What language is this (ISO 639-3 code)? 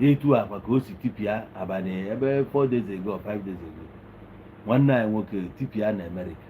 ibo